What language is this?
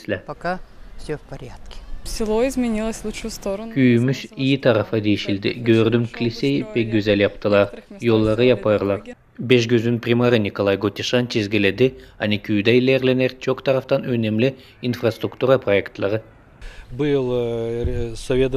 Gagauz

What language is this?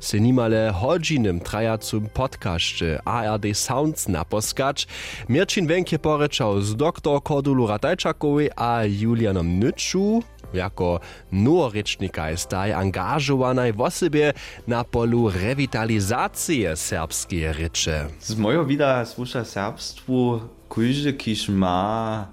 Upper Sorbian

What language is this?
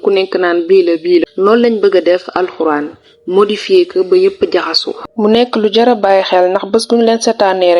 Wolof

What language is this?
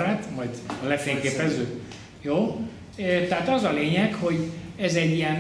Hungarian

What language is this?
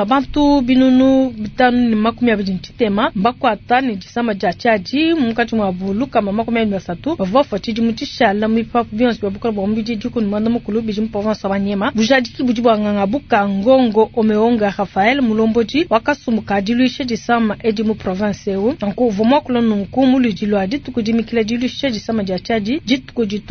Luba-Lulua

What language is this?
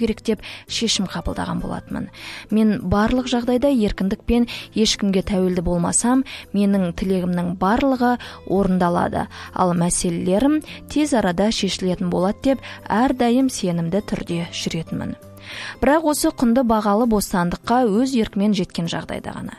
Kazakh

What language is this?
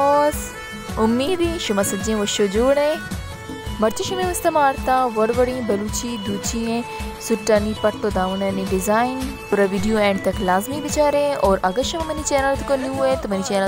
Baluchi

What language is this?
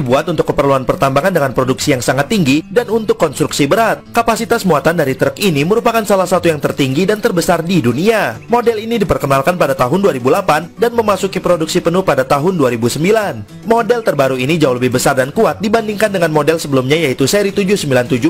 Indonesian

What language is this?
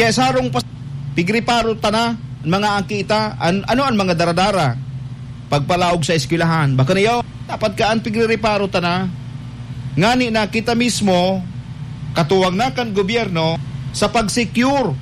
Bikol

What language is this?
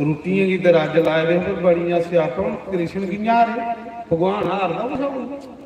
Dogri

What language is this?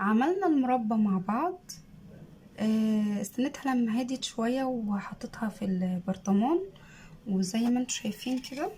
Egyptian Arabic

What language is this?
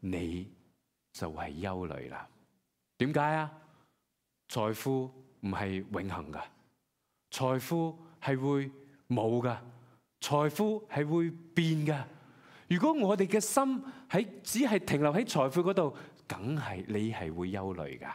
Cantonese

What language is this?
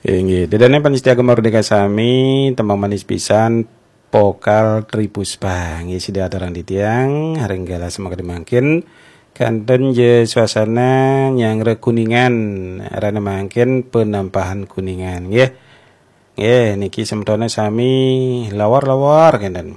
Balinese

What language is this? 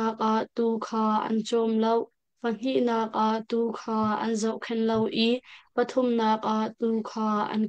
Hakha Chin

